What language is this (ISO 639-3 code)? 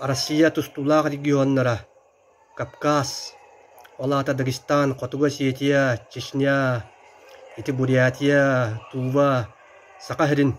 sah